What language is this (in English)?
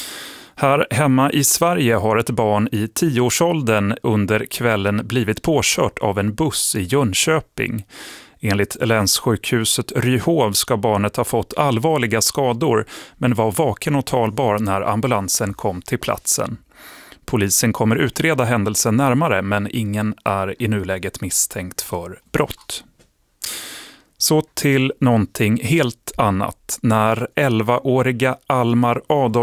Swedish